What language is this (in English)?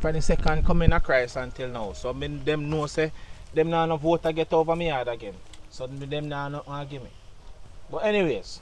Jamaican Creole English